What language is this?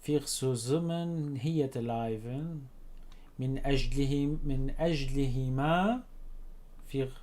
North Levantine Arabic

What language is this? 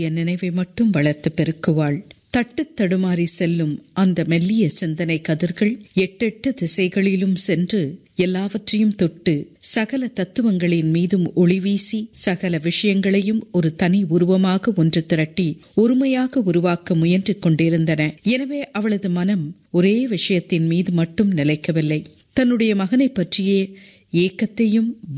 Tamil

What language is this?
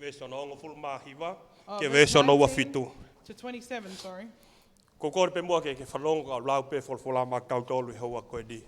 Tongan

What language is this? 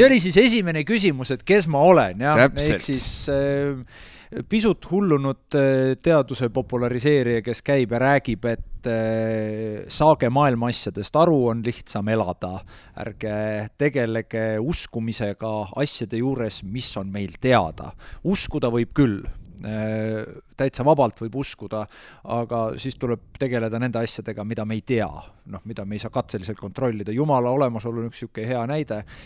Estonian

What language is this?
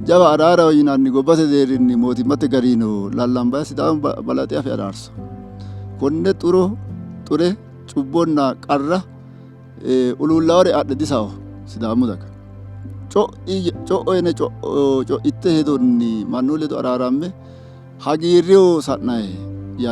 Sidamo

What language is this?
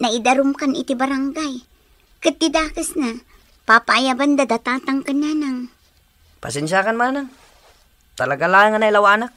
Iloko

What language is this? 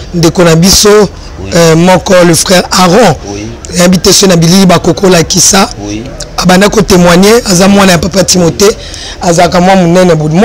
Lingala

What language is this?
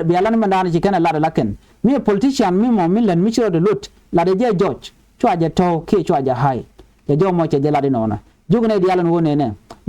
Nuer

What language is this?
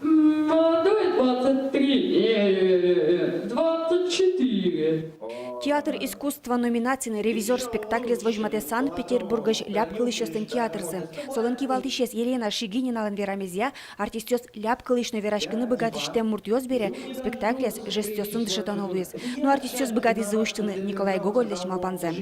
Udmurt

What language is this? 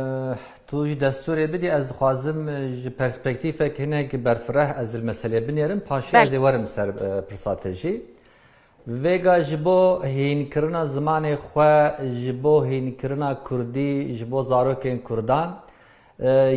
Kurdish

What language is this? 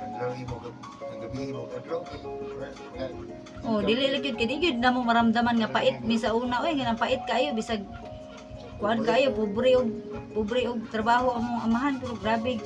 Cebuano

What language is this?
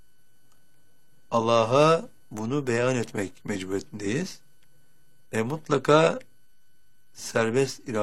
Turkish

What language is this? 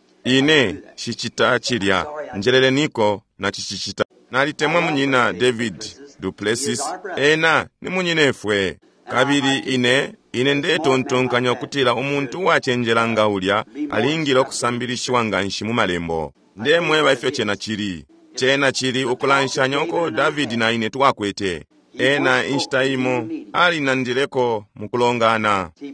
Bemba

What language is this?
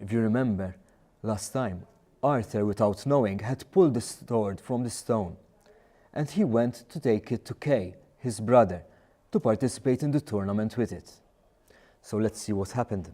English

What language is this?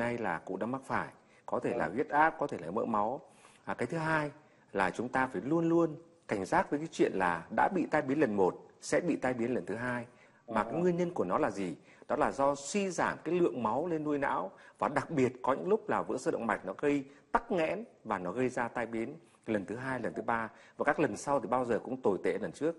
Vietnamese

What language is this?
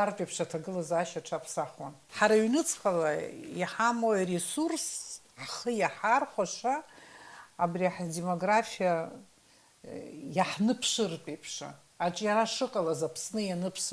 Abkhazian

